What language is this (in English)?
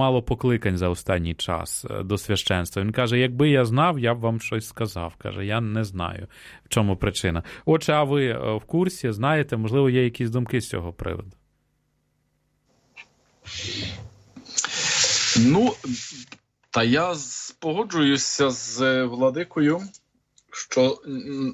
Ukrainian